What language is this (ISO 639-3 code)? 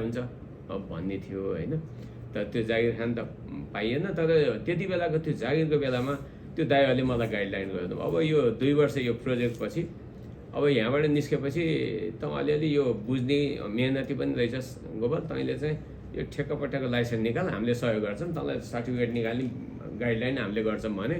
nep